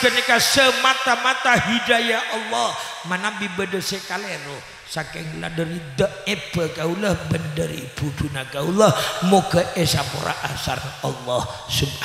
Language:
Madurese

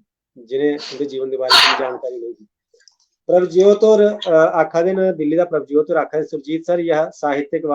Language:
Dogri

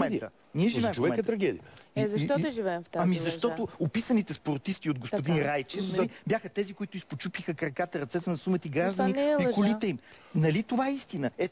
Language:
Bulgarian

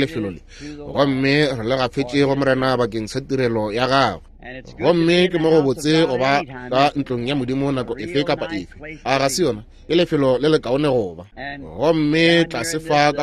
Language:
Northern Sotho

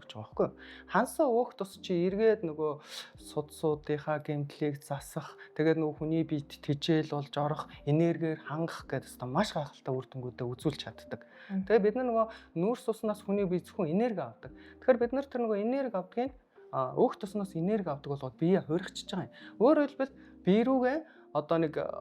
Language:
Mongolian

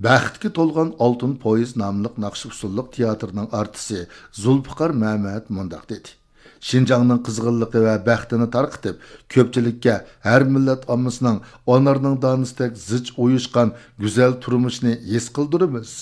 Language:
Uyghur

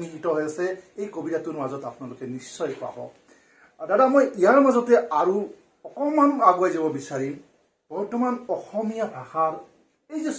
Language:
Assamese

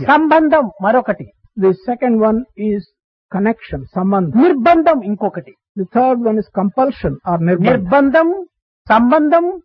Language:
Telugu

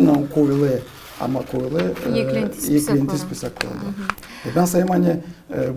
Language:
Gagauz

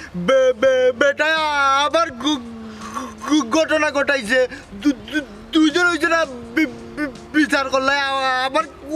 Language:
Sylheti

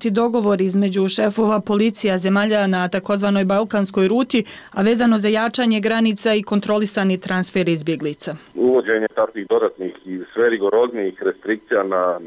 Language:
Bosnian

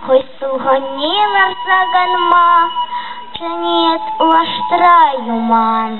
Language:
Chuvash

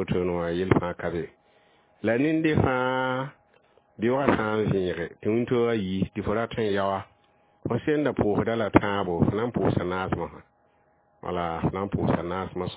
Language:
Mossi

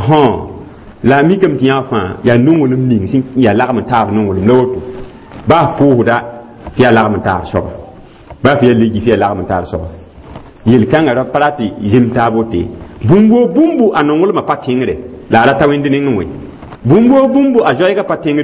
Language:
Mossi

